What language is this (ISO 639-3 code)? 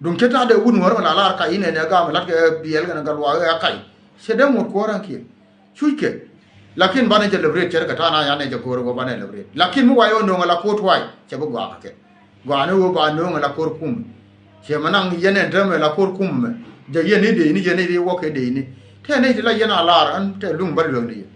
nus